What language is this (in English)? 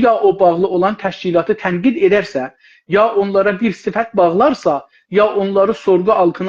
South Azerbaijani